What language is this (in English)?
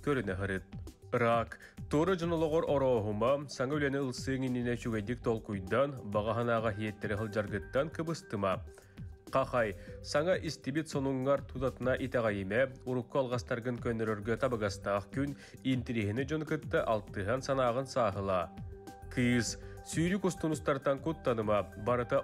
Yakut